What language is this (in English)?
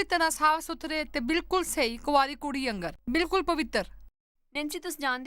Dogri